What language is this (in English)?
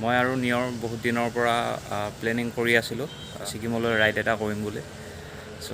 Assamese